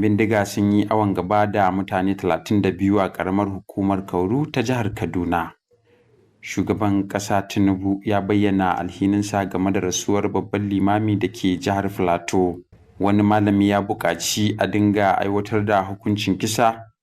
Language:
Hausa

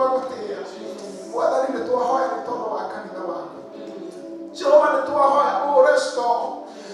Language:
Kikuyu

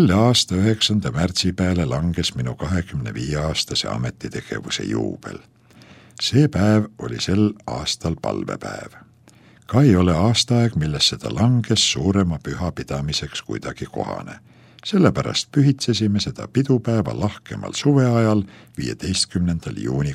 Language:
Estonian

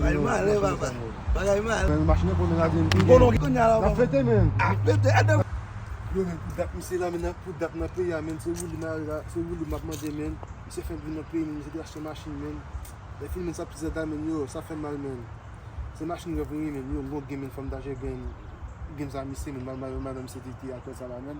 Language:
Haitian Creole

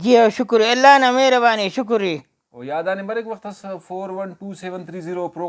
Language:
Brahui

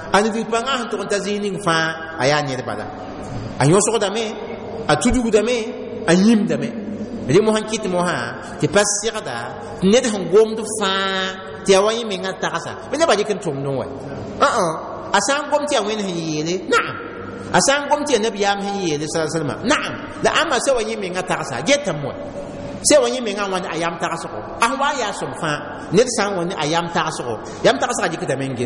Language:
Mossi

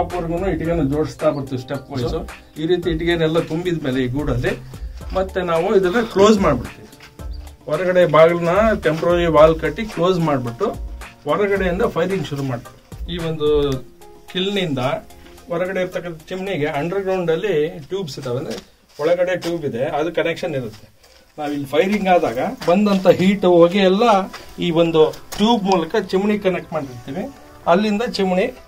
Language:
Kannada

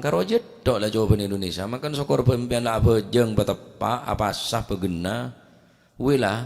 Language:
Madurese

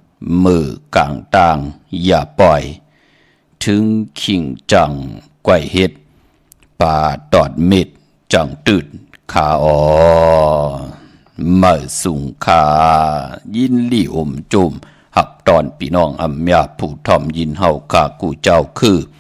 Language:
Shan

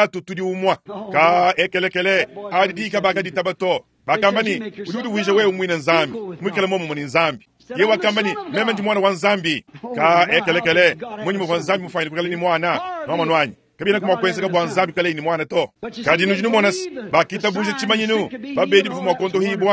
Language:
Luba-Lulua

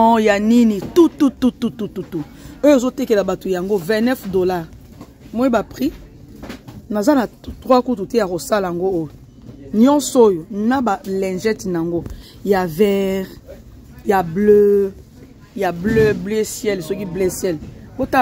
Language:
Lingala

